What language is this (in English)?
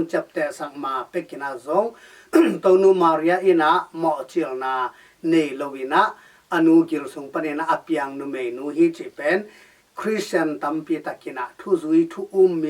Tedim Chin